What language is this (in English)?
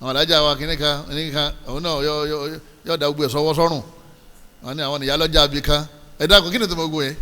Yoruba